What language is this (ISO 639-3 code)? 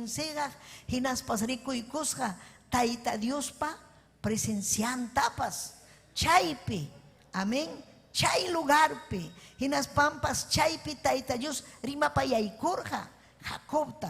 quy